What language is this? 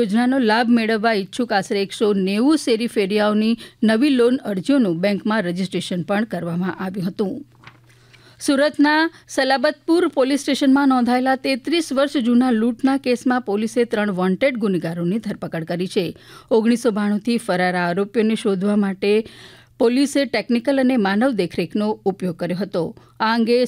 Gujarati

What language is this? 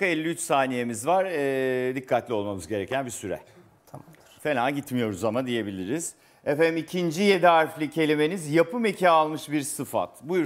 Turkish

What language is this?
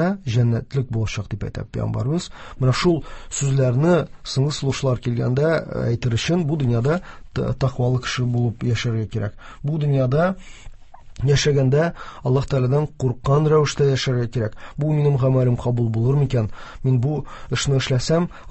Tatar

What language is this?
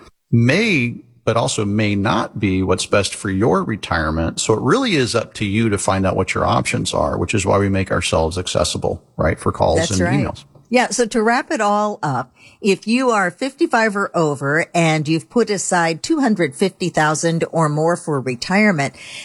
English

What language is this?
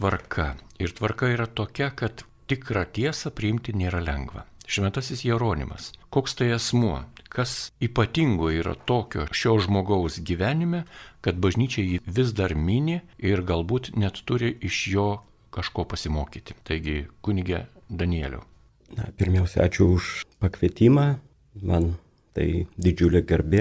Lithuanian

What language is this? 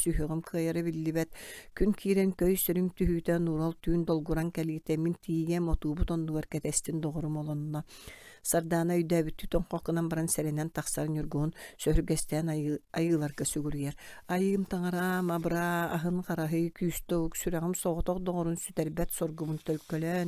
Yakut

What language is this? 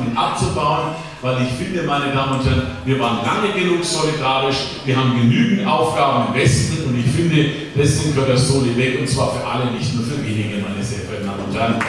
German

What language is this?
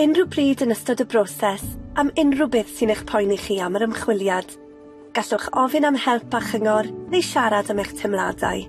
Welsh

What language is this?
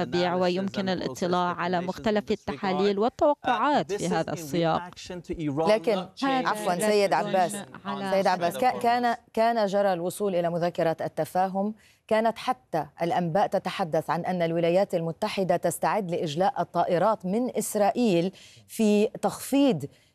Arabic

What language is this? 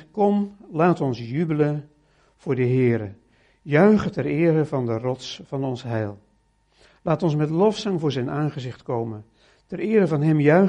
Dutch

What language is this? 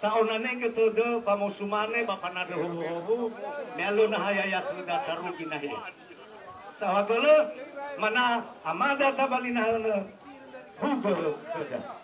Nias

